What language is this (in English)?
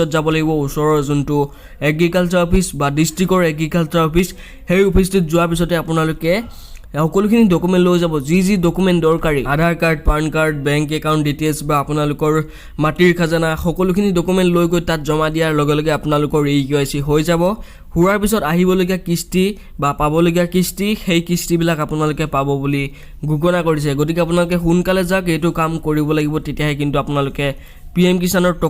Assamese